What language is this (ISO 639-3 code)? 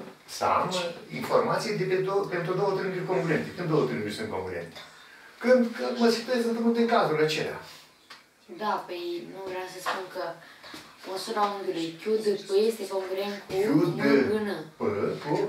ron